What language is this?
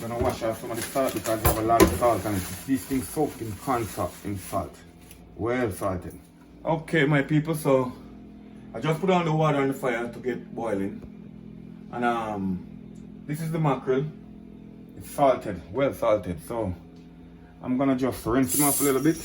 Jamaican Creole English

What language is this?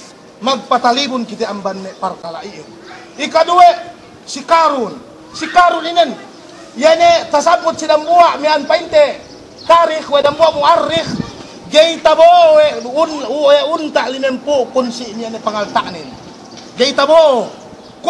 Yakan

